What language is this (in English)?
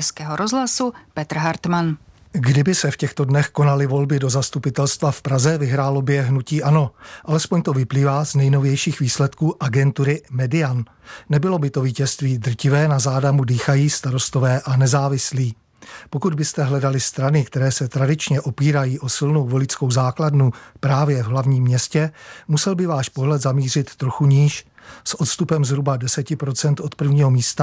Czech